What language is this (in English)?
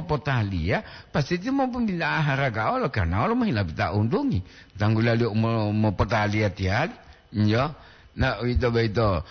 Gorontalo